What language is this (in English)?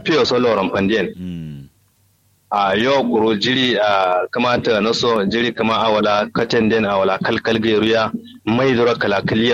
Kanuri